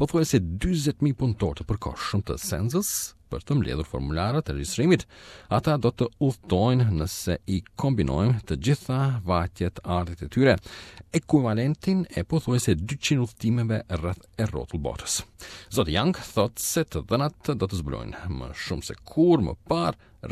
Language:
Albanian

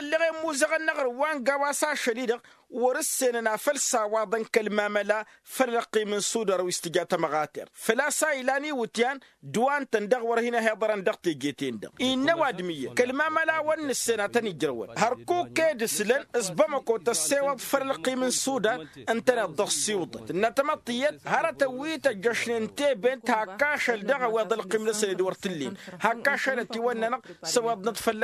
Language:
Tamasheq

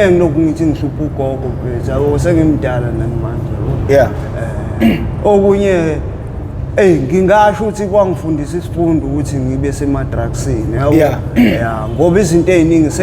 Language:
Zulu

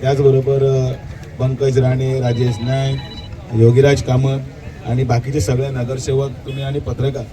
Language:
Konkani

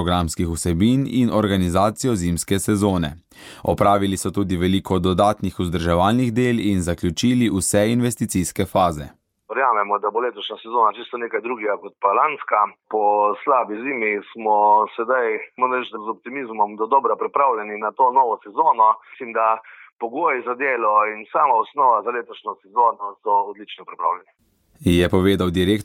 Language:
Slovenian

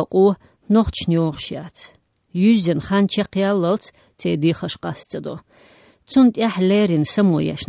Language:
Chechen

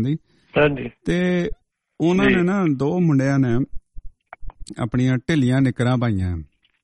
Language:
Punjabi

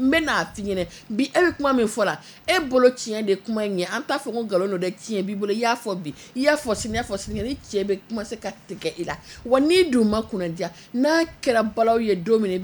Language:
Bambara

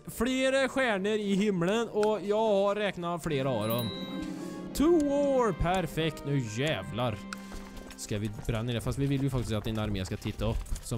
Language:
Swedish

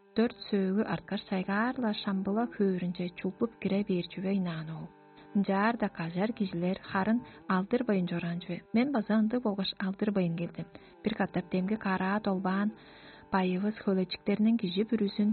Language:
Tuvinian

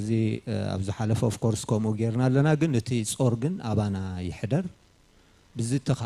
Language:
Tigrinya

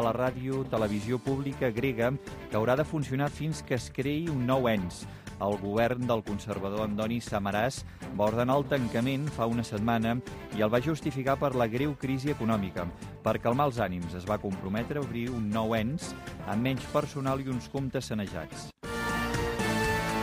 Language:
Catalan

